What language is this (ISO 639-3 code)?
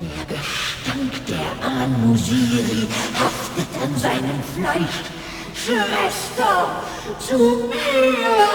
bar